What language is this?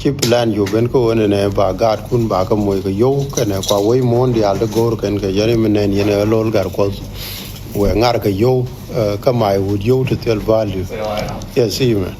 Nuer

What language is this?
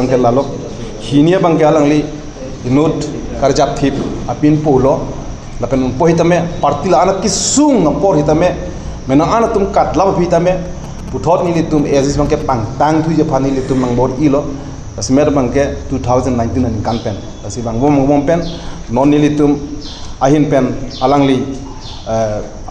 Karbi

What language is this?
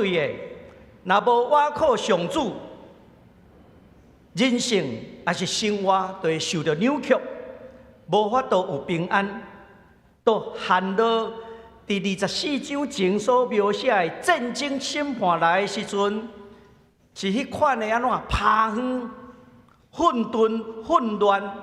Min Nan Chinese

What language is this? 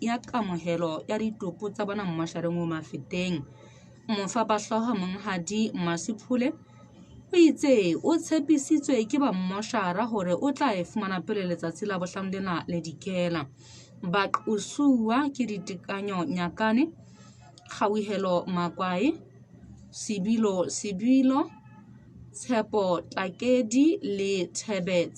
Southern Sotho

